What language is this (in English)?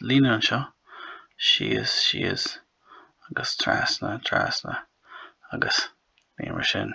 Irish